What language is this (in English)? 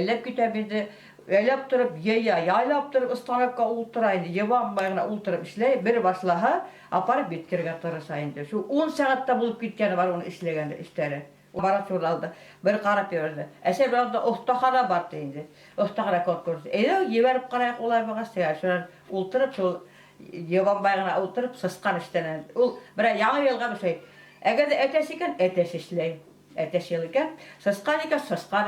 Bashkir